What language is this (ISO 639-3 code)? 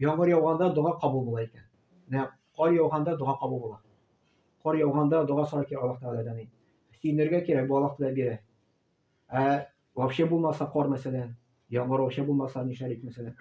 tat